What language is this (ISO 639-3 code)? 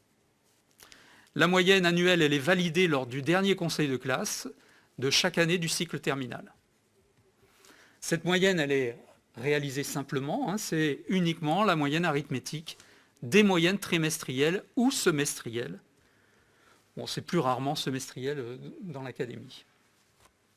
fra